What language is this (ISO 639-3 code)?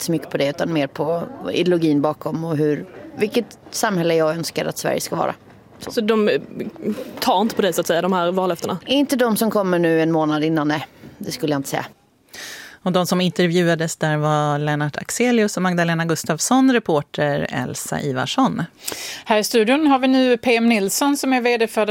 swe